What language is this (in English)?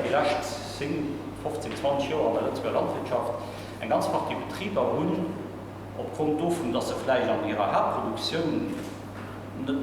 Luxembourgish